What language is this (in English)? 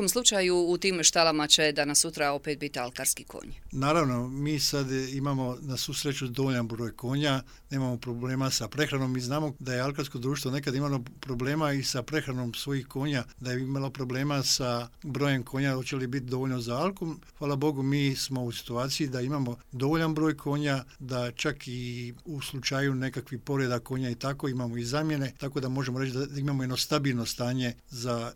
Croatian